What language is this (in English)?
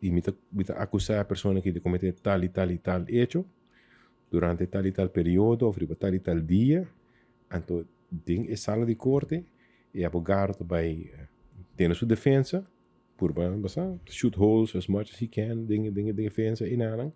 Papiamento